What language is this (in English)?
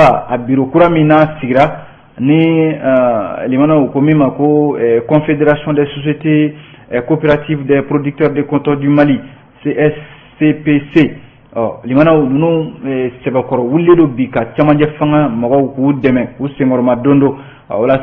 Bambara